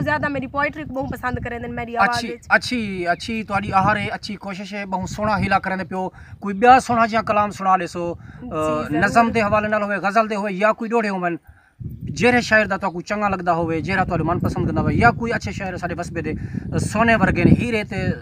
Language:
Saraiki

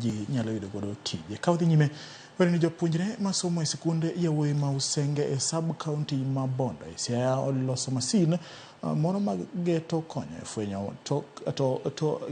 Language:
Luo (Kenya and Tanzania)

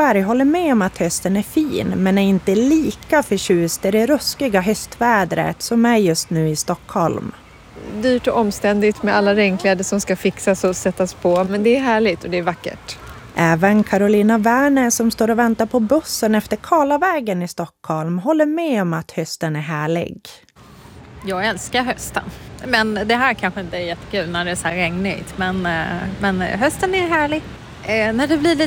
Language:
Swedish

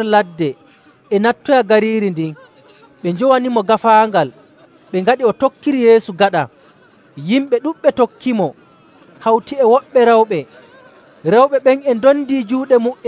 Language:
Nigerian Fulfulde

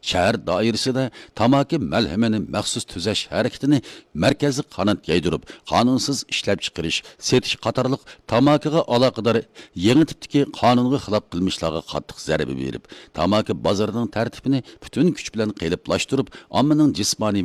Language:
Uyghur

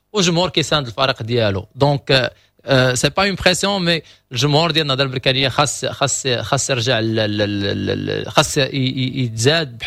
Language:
Moroccan Arabic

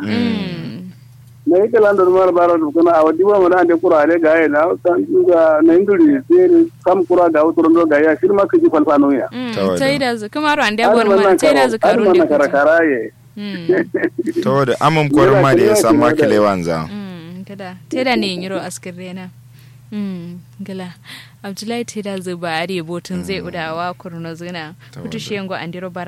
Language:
Kanuri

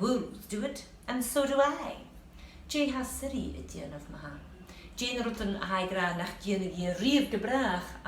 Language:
Scottish Gaelic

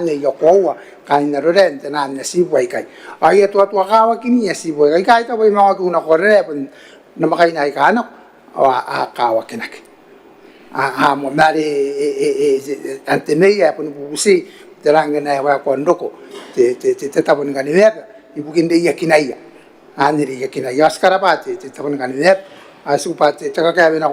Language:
Gilbertese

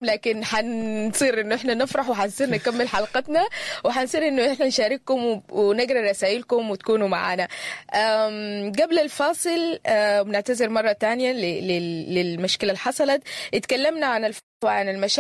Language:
Sudanese Arabic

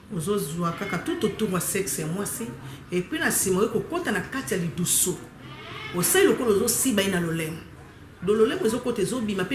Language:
Lingala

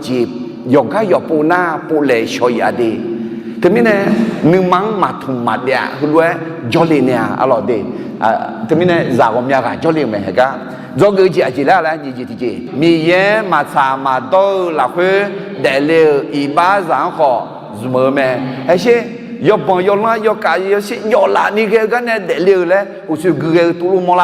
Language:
Akha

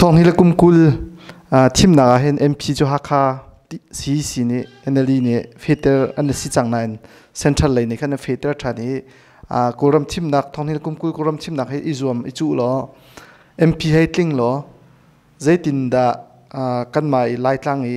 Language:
Hakha Chin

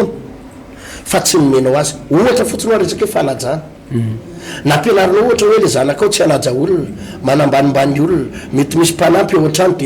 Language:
Malagasy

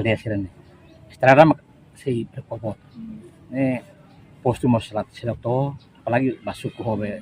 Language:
Tetum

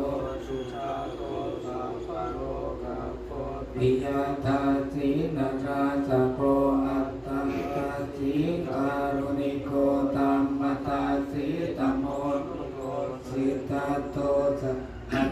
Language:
Pali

